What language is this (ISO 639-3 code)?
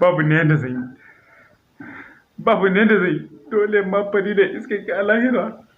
hau